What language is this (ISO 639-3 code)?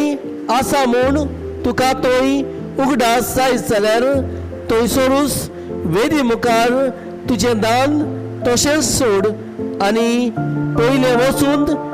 kok